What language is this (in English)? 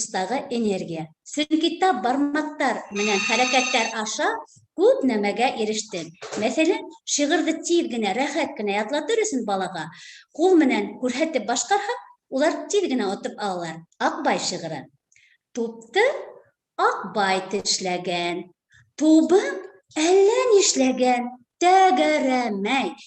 Bashkir